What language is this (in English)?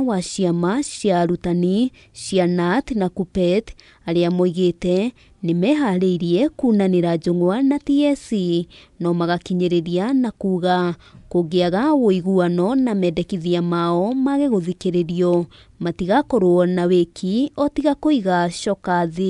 Kikuyu